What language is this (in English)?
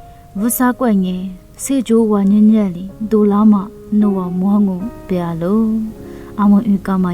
Lisu